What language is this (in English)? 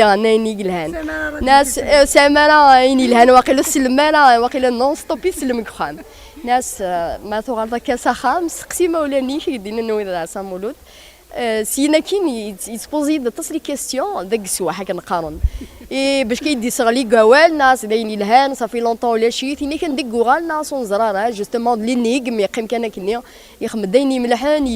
Kabyle